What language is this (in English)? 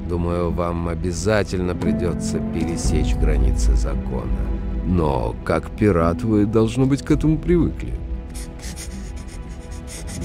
Russian